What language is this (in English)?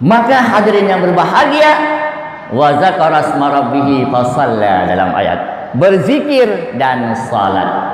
Achinese